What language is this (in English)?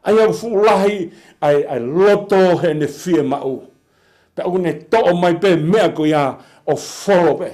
Tongan